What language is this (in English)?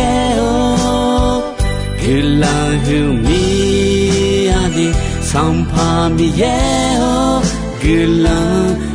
Akha